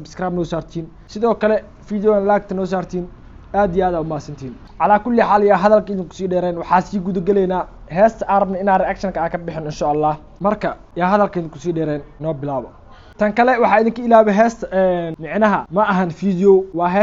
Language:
Somali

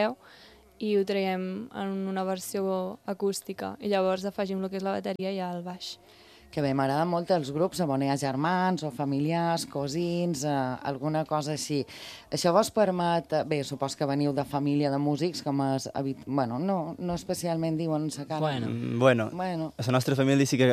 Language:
Catalan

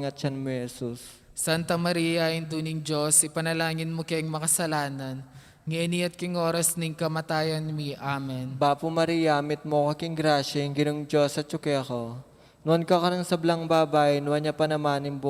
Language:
Pampanga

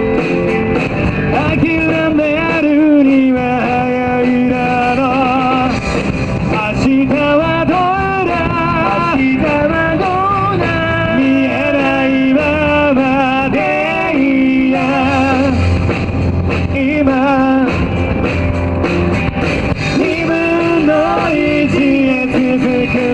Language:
Japanese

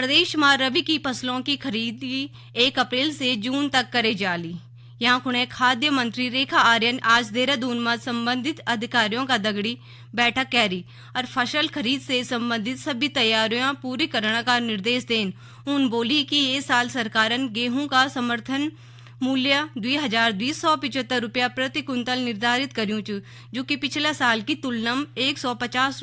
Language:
Garhwali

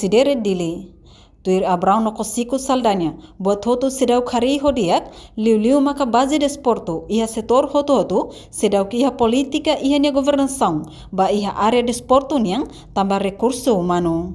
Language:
Tetum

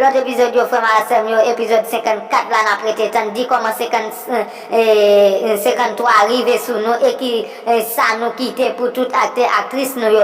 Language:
Haitian Creole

